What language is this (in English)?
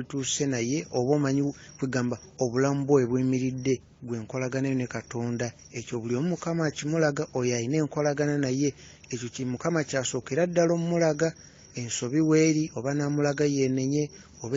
Ganda